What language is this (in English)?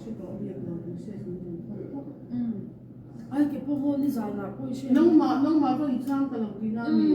Mizo